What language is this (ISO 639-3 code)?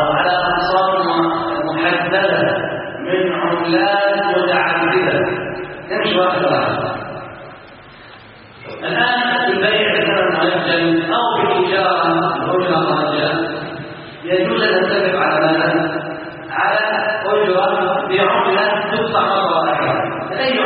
ara